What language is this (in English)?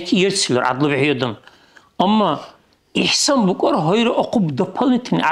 Dargwa